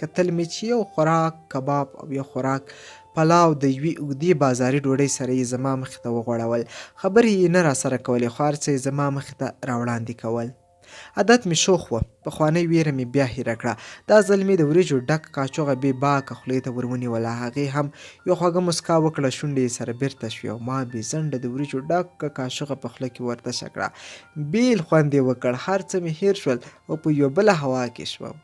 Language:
Pashto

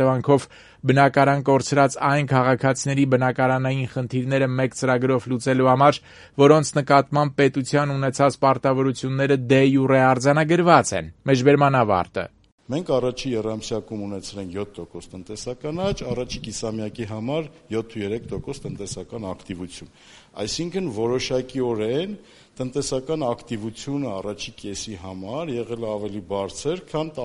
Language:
Armenian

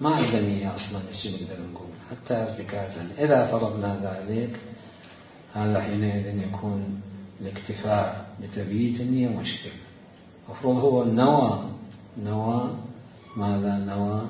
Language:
Mesopotamian Arabic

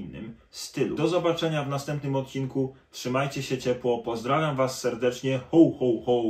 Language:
Polish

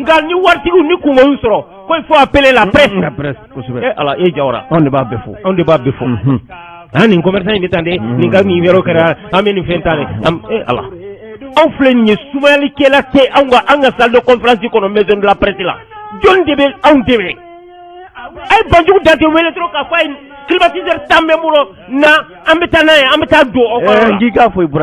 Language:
Bambara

